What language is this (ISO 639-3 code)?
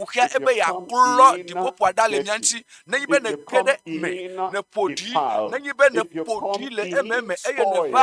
ewe